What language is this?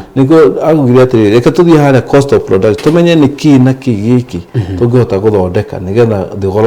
Kikuyu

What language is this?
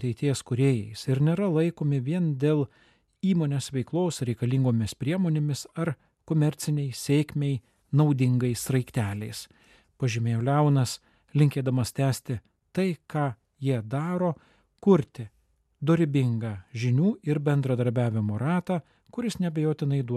Lithuanian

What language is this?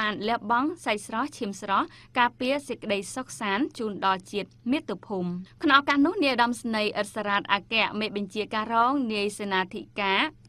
Khmer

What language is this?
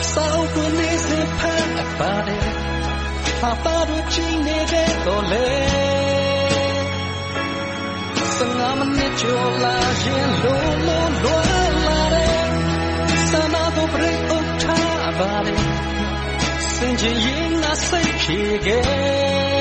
Burmese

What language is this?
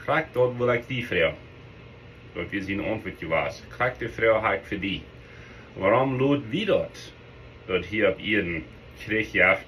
Plautdietsch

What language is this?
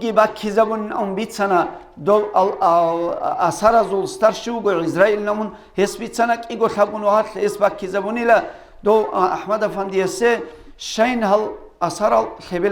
Avaric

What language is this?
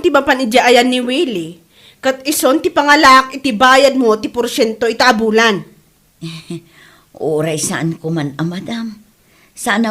Iloko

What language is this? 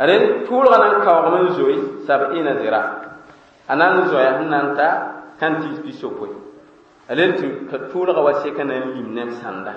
Mossi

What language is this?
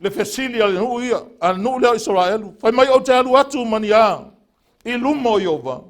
Samoan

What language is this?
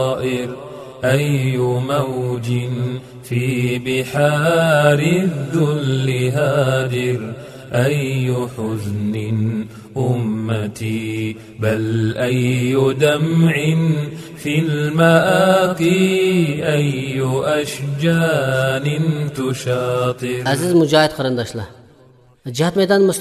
Uyghur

